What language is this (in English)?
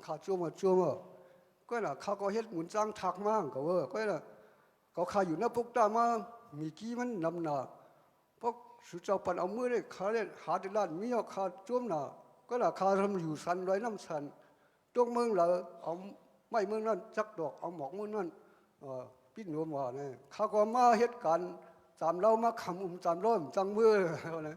Shan